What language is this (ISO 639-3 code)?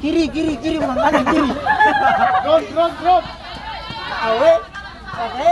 abs